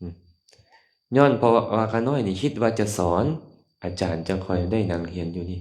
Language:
Lao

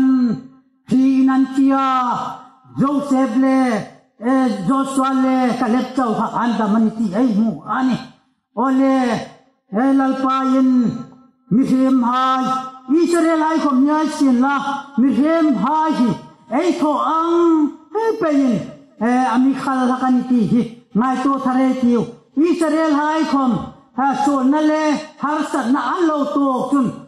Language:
Hmar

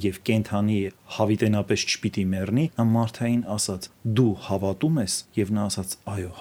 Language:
Armenian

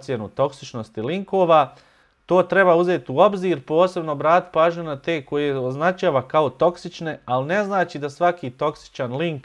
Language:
Bosnian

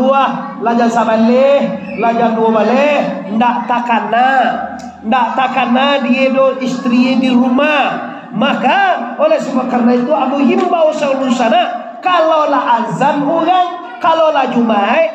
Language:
Minangkabau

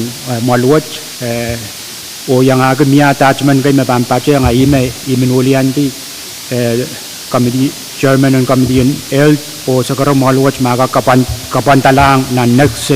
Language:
Pohnpeian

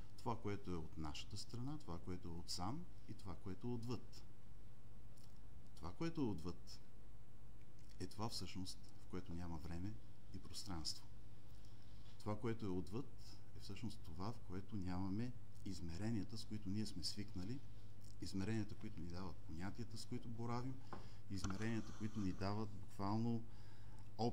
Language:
Bulgarian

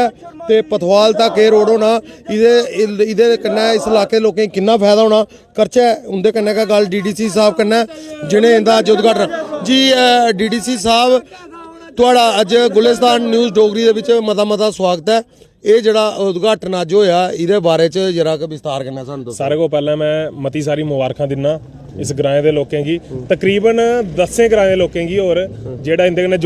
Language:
Dogri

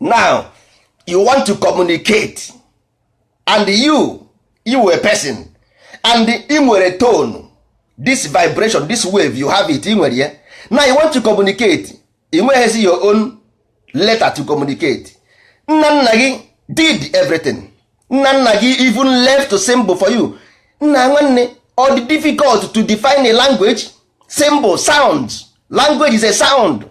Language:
Igbo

